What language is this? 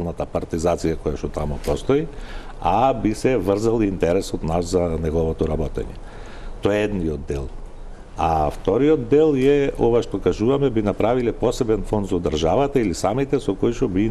Macedonian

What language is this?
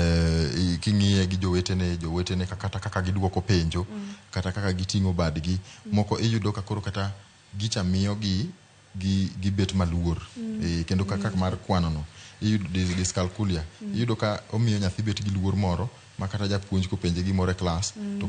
Luo (Kenya and Tanzania)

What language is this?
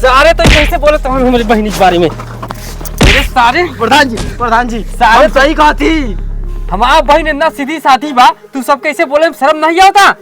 Awadhi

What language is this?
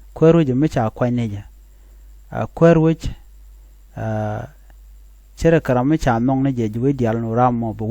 Nuer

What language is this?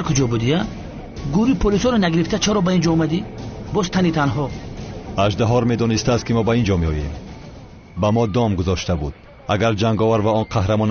Tajik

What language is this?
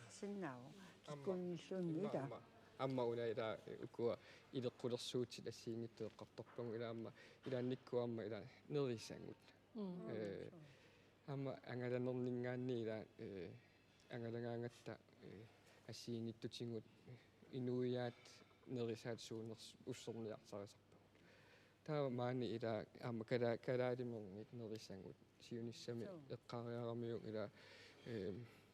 Kalaallisut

